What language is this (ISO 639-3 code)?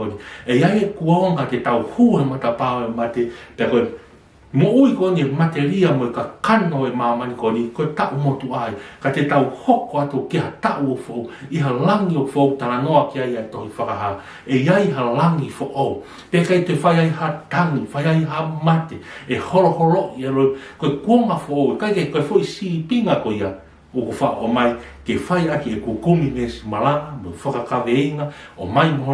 ton